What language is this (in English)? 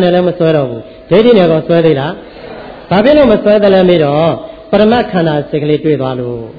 Burmese